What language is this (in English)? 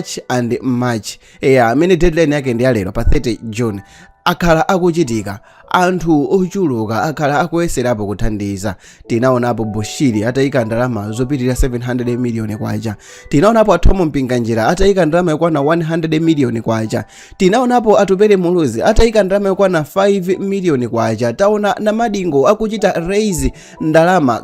Nyanja